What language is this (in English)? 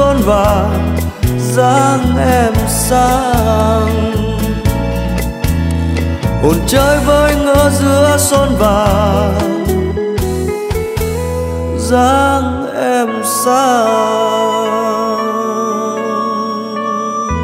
Vietnamese